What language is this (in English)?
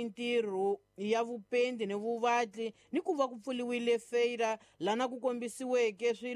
Tsonga